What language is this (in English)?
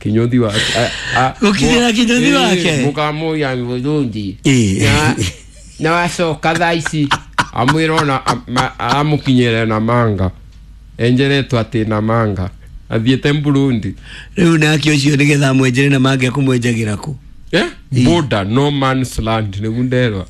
Kikuyu